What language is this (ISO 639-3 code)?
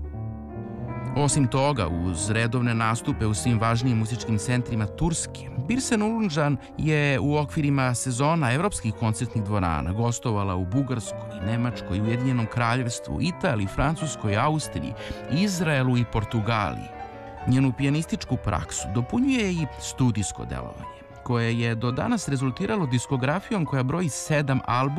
srp